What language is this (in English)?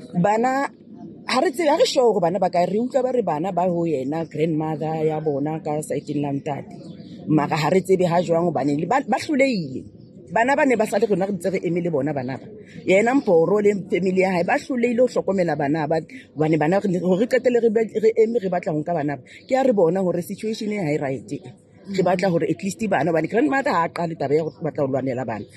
Southern Sotho